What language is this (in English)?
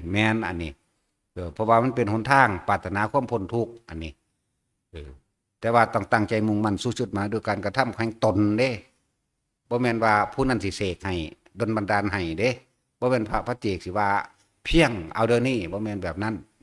Northeastern Thai